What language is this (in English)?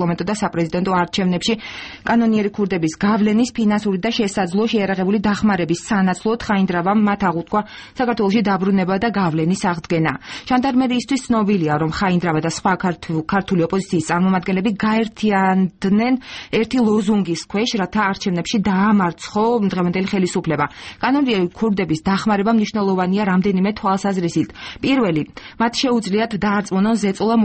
Georgian